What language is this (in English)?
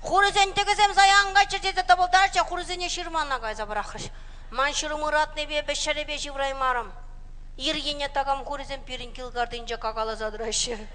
Chuvash